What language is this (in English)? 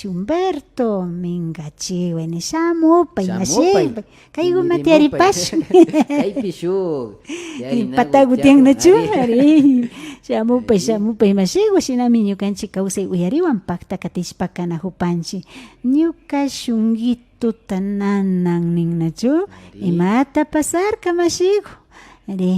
Imbabura Highland Quichua